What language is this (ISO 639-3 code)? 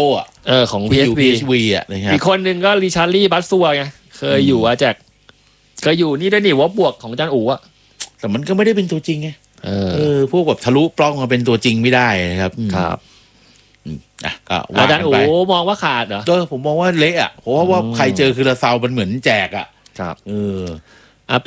tha